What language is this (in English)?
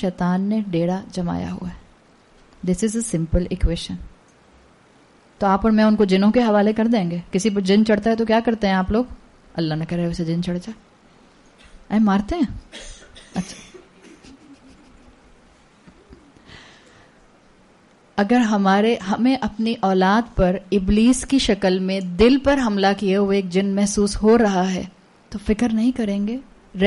Urdu